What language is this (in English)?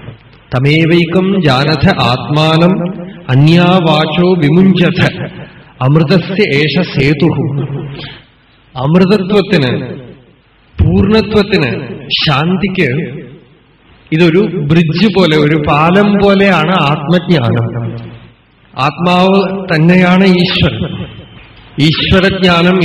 Malayalam